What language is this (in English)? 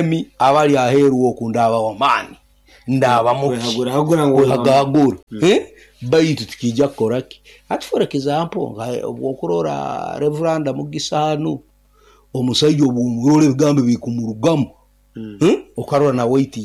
Nyoro